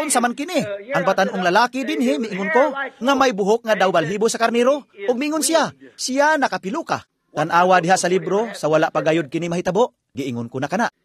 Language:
Cebuano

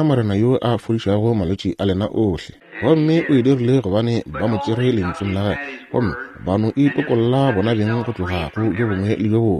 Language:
Northern Sotho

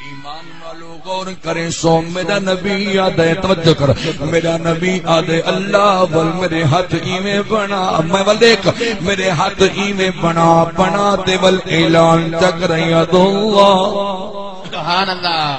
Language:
Saraiki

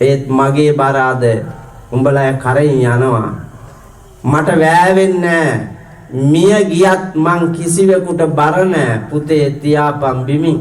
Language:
Sinhala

